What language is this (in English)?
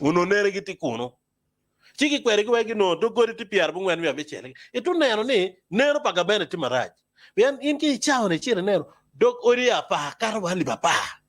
Acoli